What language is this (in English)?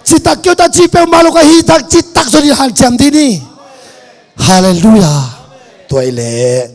Tedim Chin